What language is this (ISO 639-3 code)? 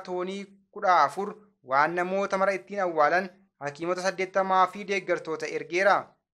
orm